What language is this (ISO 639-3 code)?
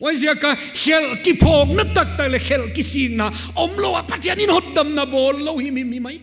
pck